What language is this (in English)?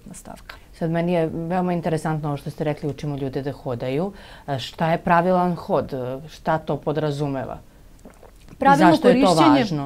Serbian